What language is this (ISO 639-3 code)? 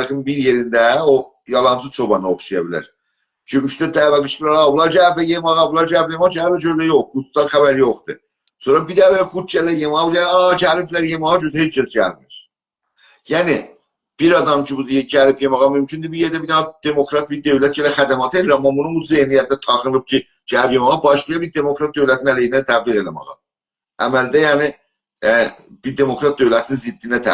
azb